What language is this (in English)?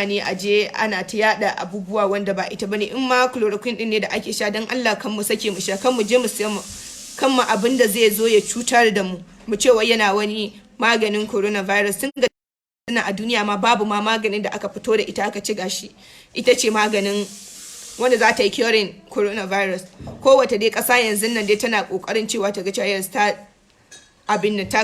Hausa